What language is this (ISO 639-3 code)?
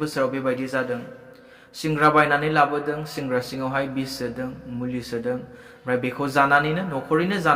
brx